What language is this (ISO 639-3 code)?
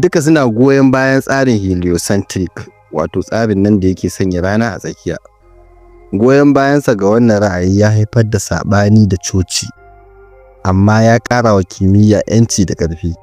hau